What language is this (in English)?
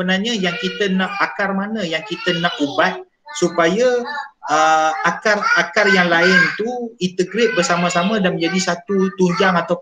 Malay